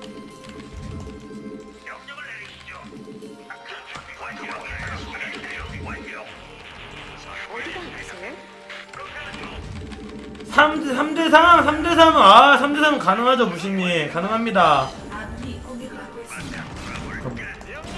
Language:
Korean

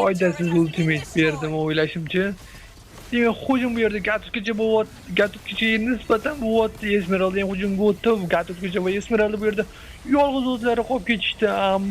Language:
Uzbek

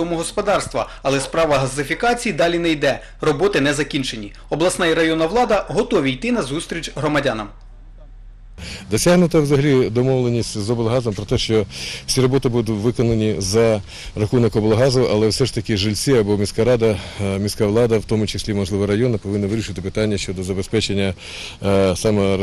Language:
Ukrainian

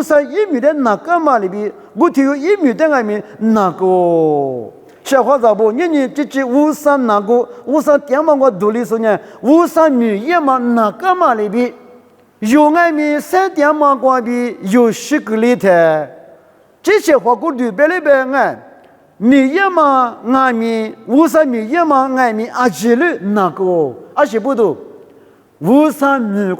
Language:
Lisu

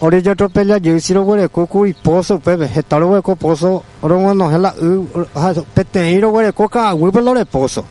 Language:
Guarani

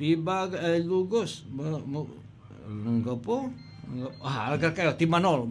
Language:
Pangasinan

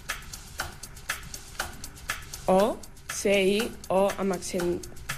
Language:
Catalan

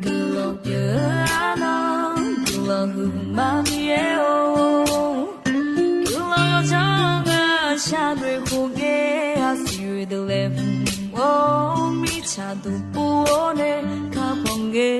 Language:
Akha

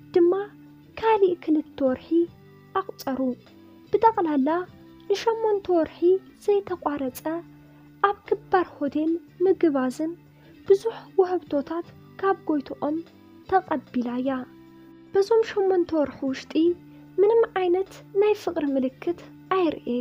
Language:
Tigrinya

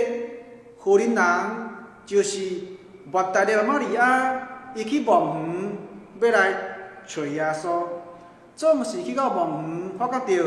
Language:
Min Nan Chinese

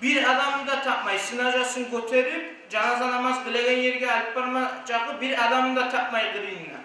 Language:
Kumyk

